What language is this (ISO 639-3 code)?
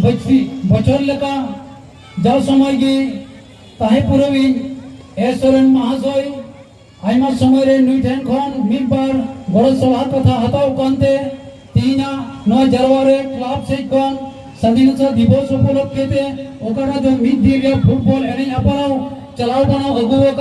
sat